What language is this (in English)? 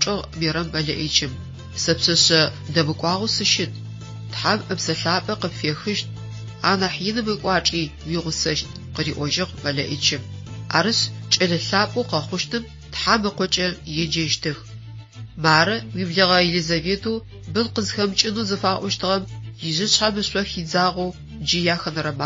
Adyghe